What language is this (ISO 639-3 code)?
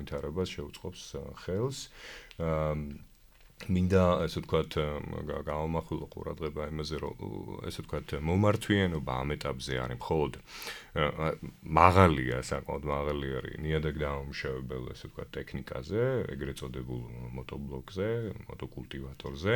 kat